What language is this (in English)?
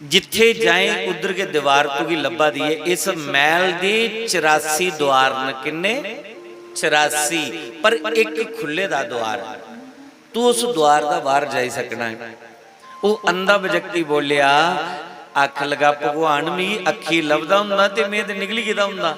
Dogri